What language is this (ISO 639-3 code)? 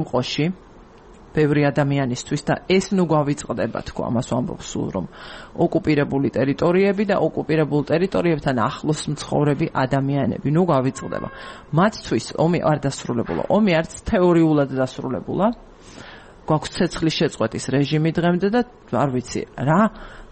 kat